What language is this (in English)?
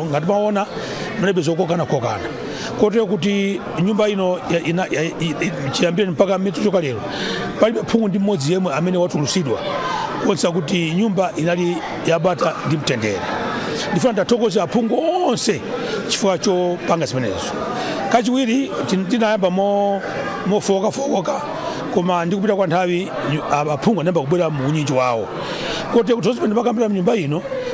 Nyanja